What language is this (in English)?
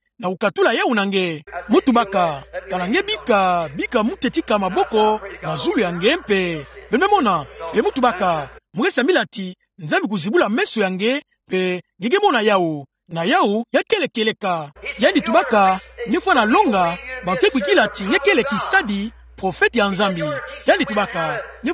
Kituba (Democratic Republic of Congo)